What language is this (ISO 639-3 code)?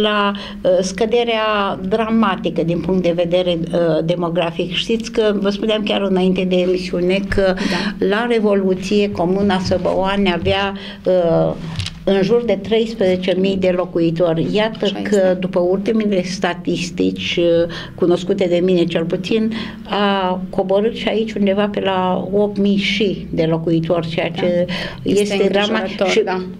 ron